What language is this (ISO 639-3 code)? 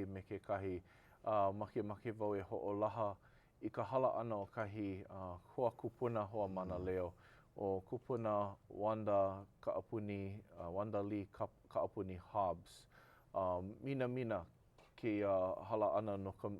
haw